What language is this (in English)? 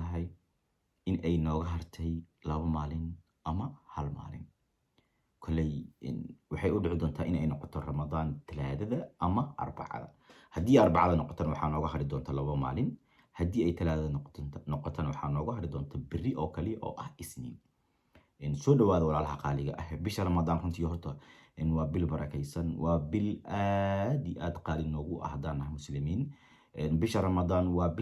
Somali